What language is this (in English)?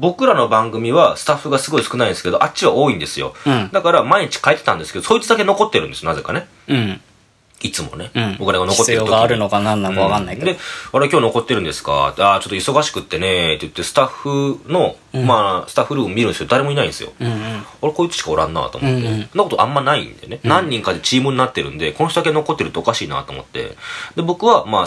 Japanese